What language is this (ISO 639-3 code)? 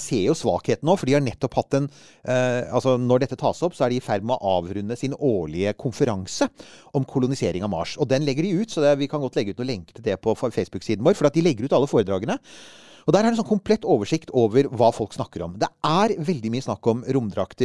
nor